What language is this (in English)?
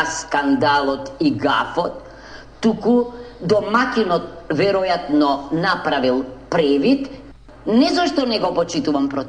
Macedonian